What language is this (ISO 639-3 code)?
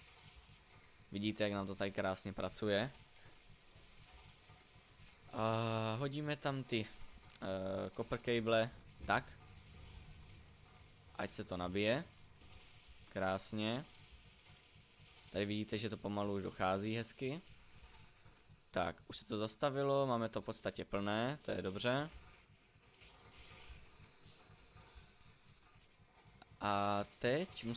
ces